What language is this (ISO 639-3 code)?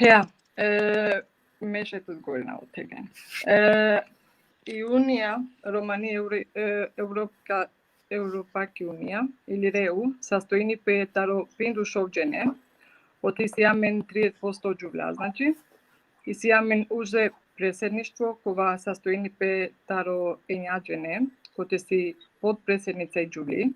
rmn